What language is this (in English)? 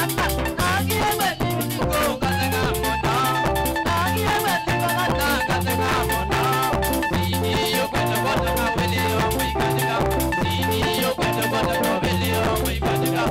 Kamba